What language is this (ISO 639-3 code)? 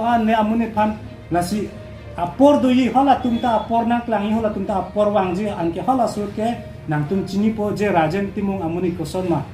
mjw